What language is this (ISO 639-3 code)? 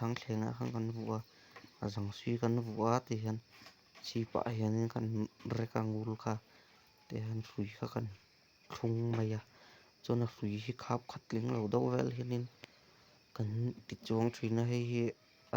lus